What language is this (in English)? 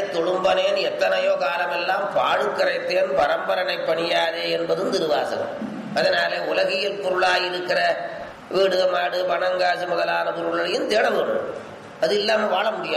Tamil